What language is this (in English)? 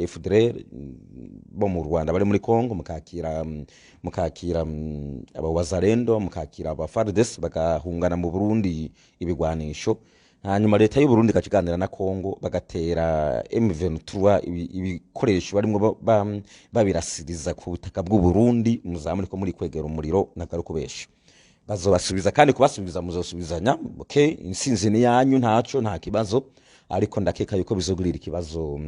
Rundi